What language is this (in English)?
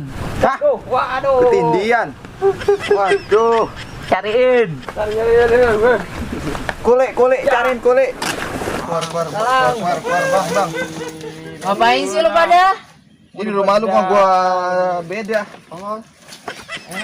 Betawi